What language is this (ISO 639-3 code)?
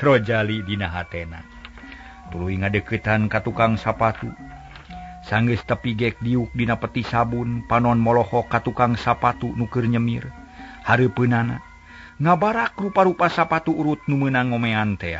sun